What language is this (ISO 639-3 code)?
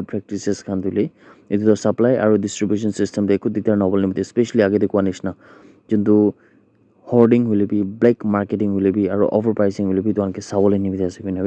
nag